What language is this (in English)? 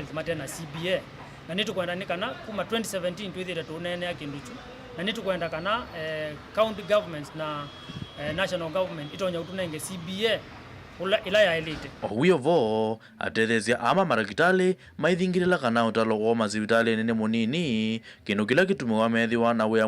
Kamba